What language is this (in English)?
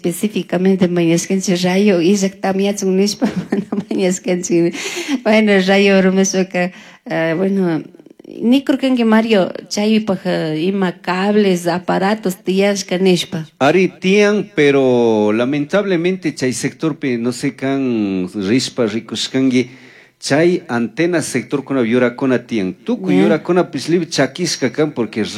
Chimborazo Highland Quichua